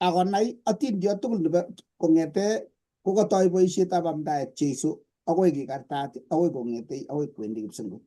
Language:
Kalenjin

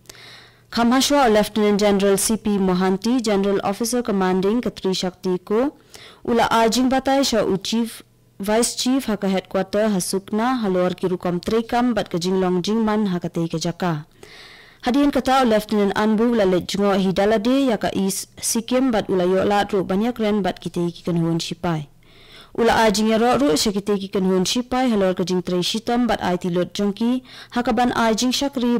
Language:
Khasi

